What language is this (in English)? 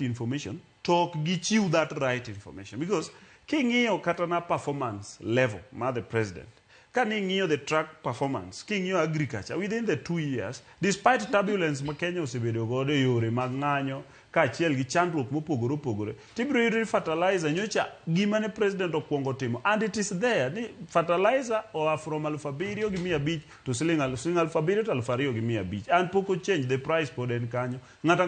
Luo (Kenya and Tanzania)